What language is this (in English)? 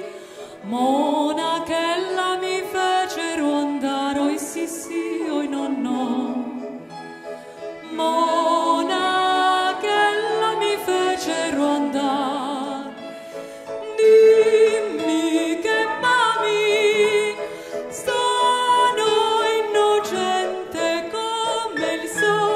Italian